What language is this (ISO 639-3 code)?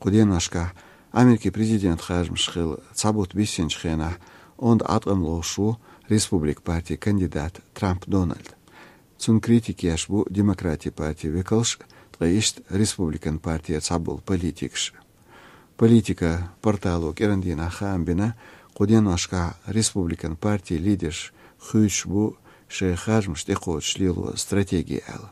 che